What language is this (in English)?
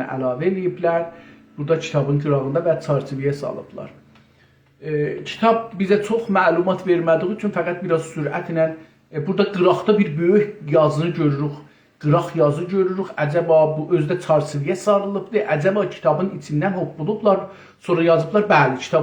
South Azerbaijani